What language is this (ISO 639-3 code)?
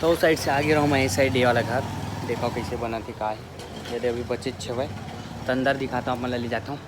hne